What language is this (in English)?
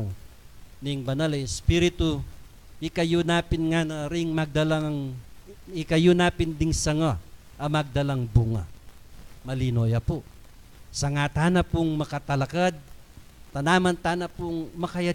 Pampanga